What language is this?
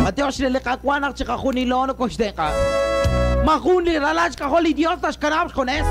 Kekchí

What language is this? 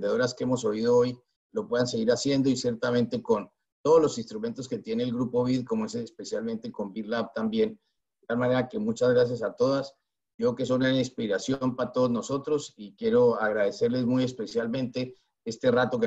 Spanish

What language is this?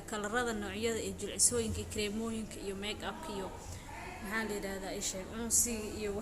Somali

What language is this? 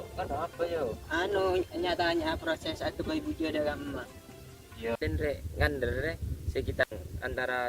Madurese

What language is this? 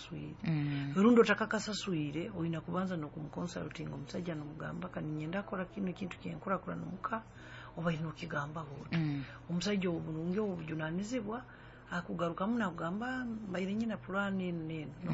Nyoro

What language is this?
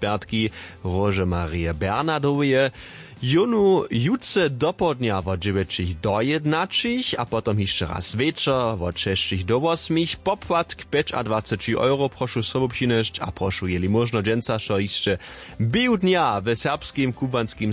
Upper Sorbian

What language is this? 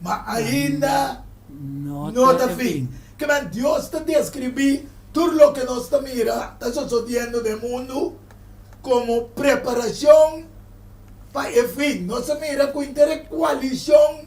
Papiamento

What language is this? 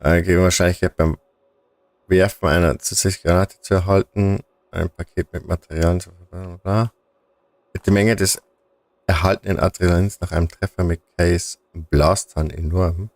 Bavarian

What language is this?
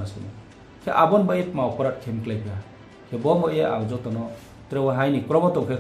Riang (India)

